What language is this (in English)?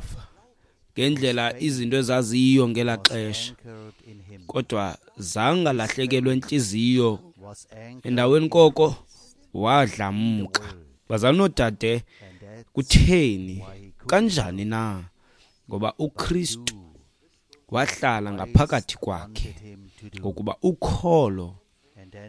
Xhosa